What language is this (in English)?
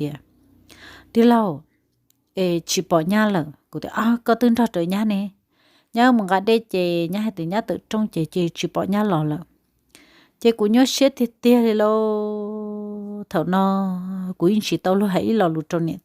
Hmong